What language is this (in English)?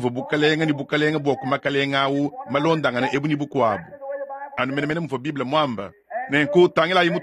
Luba-Lulua